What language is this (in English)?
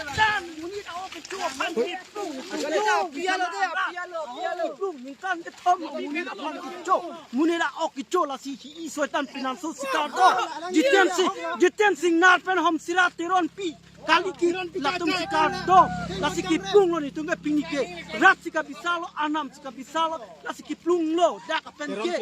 Karbi